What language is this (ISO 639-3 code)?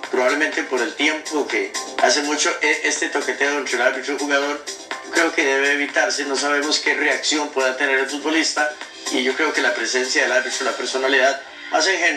spa